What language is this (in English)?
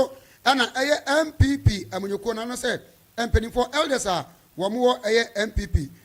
Akan